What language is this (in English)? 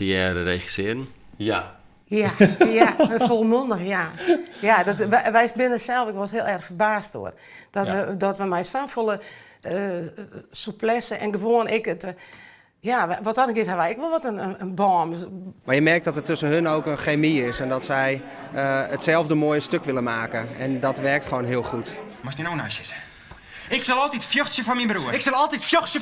Western Frisian